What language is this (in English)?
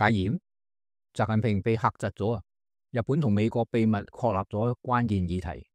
Cantonese